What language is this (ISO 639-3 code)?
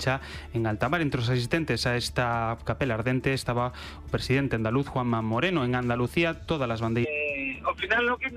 glg